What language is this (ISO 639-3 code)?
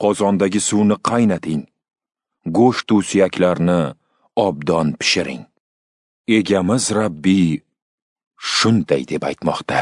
uzb